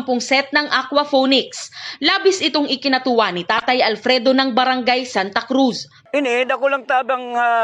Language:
Bikol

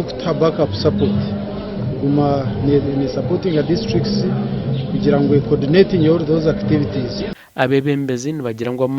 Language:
Nyankole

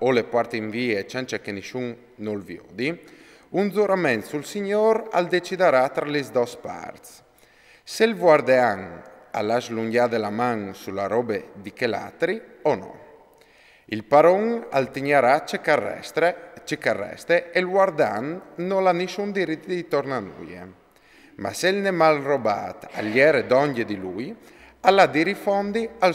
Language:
Friulian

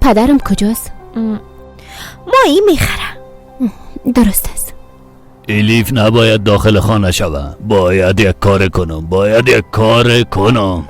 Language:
Persian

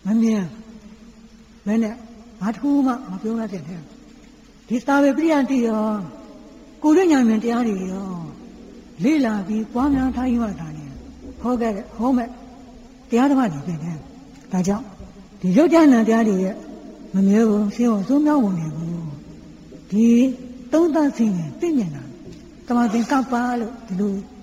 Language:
Burmese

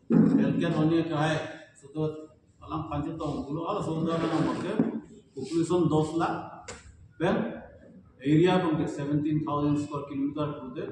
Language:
Karbi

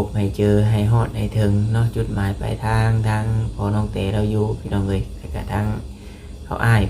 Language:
Lao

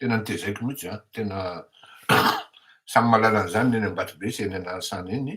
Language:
Malagasy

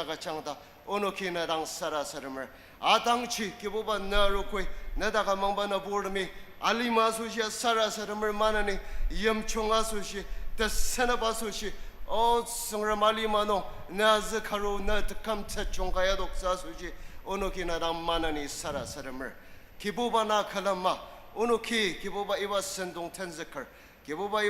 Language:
Ao Naga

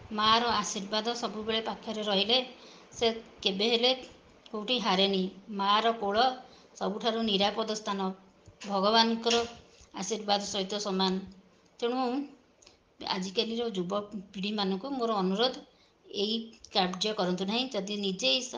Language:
Odia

